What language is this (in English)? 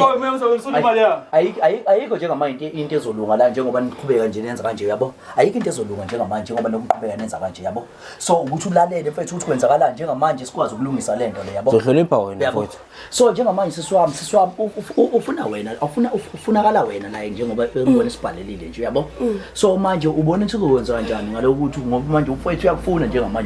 Zulu